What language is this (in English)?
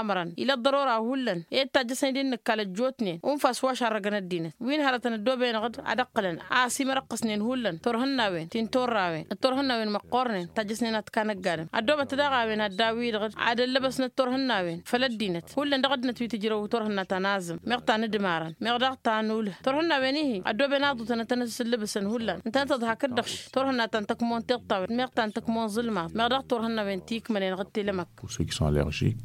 Tamasheq